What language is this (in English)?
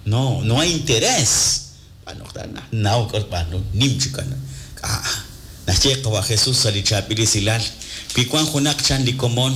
Kekchí